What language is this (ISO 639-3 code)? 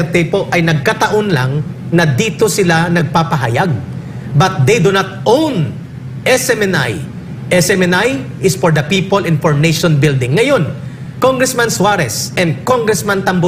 fil